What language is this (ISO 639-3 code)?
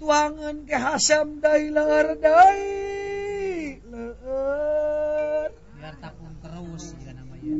sun